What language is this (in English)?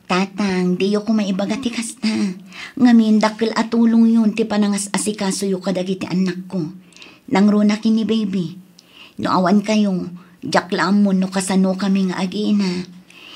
Iloko